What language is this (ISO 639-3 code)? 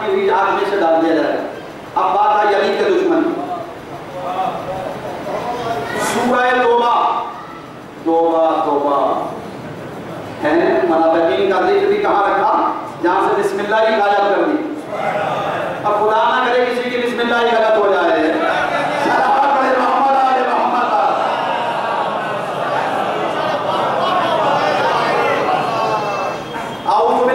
urd